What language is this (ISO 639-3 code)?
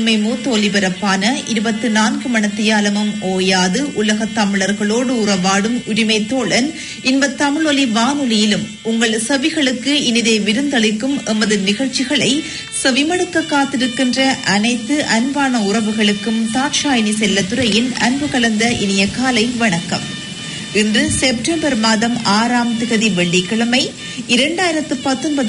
tam